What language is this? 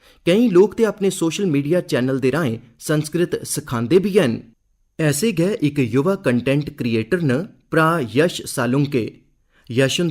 Dogri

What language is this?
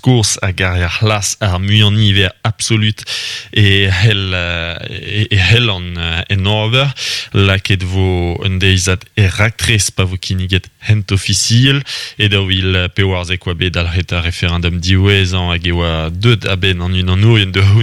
Breton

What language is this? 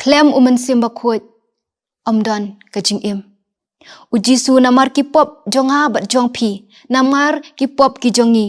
Khasi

